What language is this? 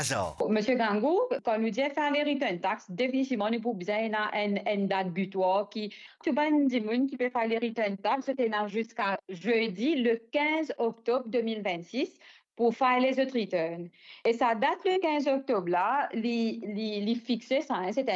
Morisyen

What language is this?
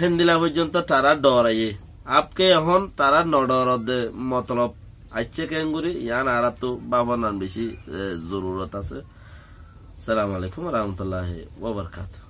Rohingya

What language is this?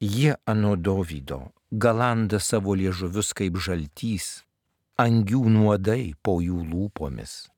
Lithuanian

